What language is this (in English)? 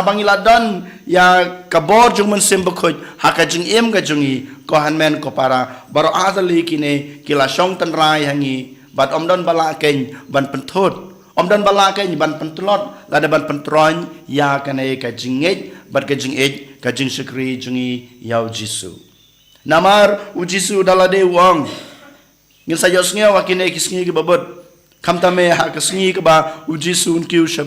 Khasi